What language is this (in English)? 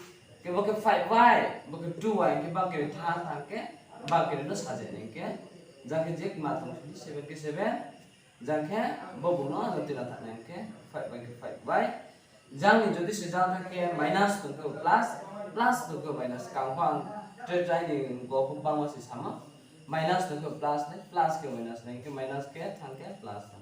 Riang (India)